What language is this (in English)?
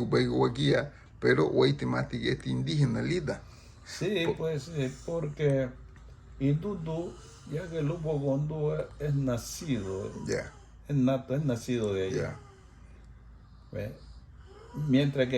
Garifuna